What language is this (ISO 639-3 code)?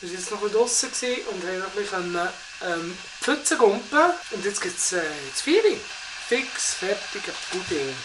gsw